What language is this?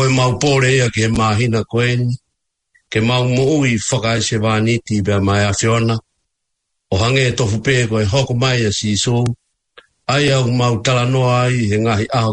Tongan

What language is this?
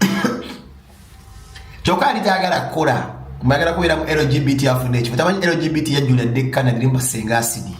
Ganda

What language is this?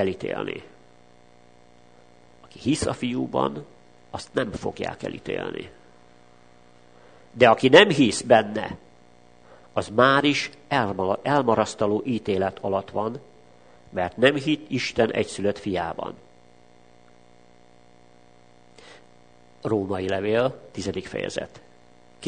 Hungarian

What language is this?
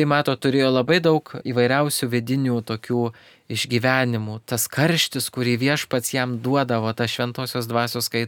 Lithuanian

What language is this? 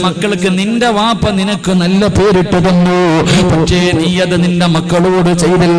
Malayalam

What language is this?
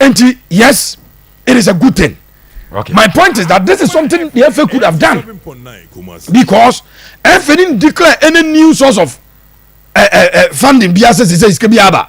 Akan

